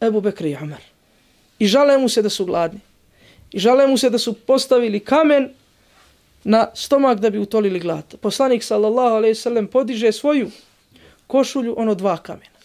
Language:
Bosnian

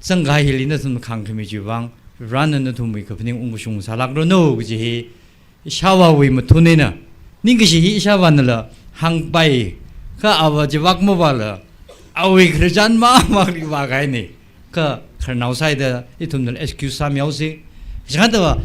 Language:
Tangkhul Naga (India)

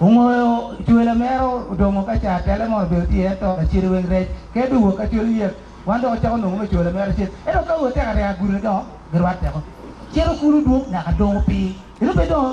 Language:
Acoli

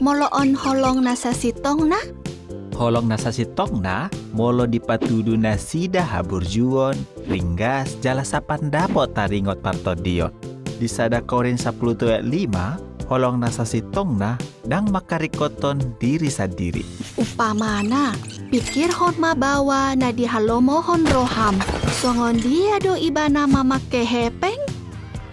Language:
Batak Toba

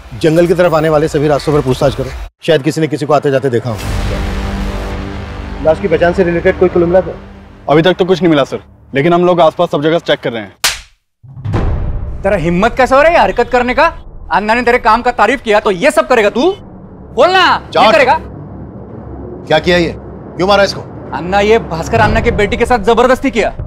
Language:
Hindi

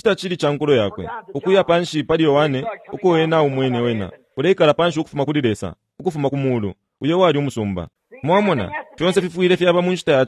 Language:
Bemba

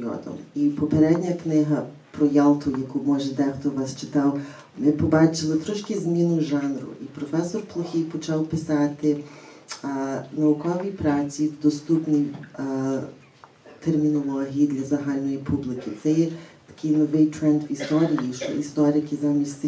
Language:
Ukrainian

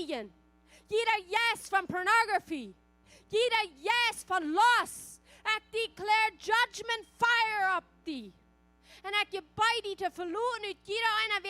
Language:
Plautdietsch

